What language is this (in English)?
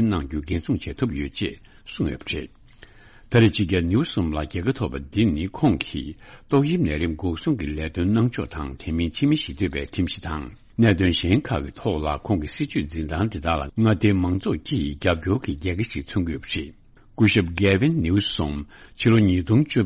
Tibetan